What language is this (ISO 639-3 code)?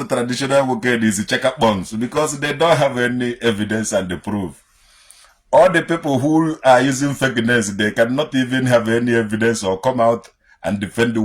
ibo